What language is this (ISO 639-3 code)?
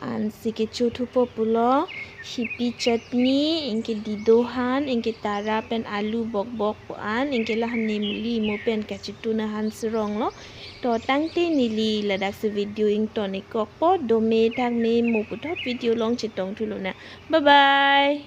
mjw